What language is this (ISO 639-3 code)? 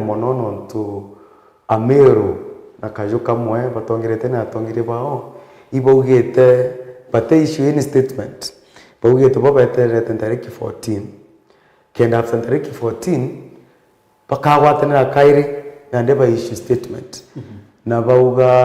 mer